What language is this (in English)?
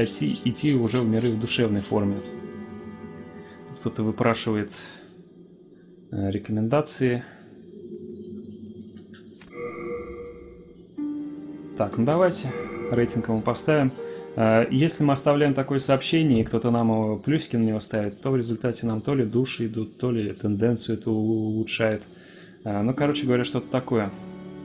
Russian